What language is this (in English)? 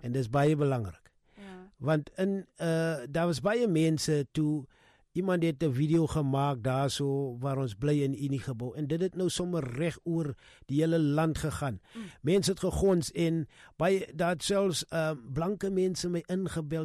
Afrikaans